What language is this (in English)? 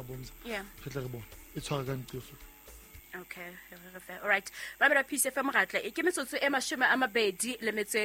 Southern Sotho